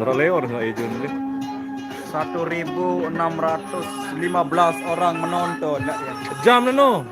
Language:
Sasak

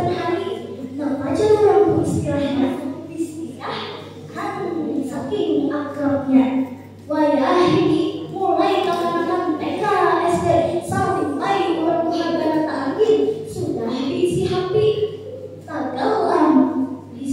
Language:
Banjar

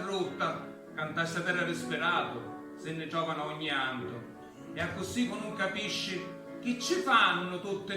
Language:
Sicilian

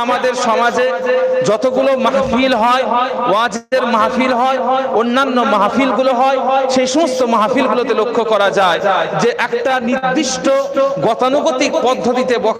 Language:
Bangla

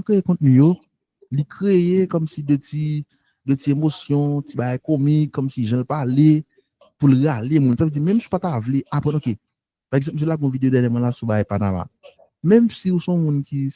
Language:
Haitian Creole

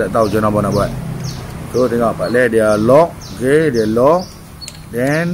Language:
Malay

